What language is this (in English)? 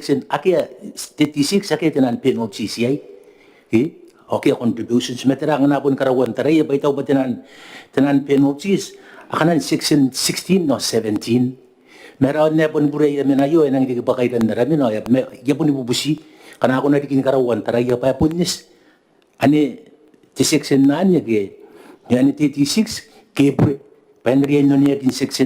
Gilbertese